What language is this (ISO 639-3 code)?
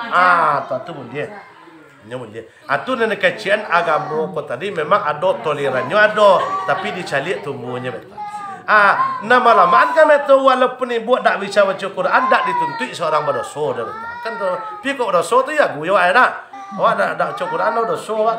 min